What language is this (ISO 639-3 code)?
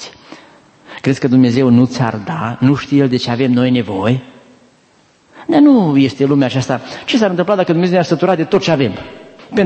ron